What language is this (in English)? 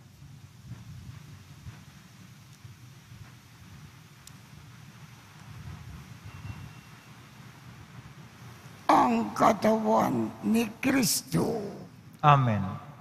Filipino